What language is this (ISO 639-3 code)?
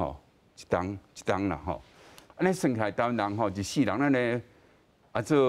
nan